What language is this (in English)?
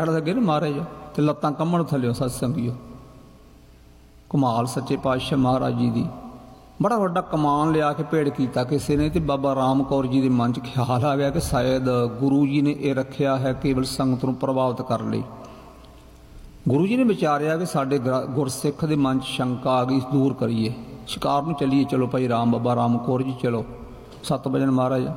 Punjabi